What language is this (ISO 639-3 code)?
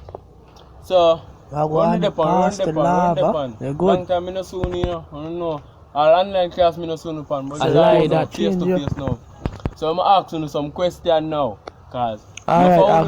jam